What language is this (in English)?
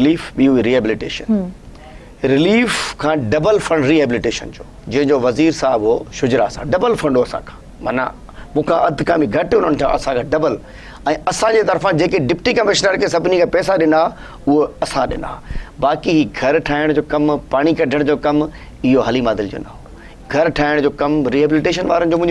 Sindhi